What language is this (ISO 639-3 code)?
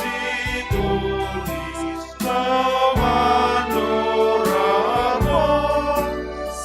bts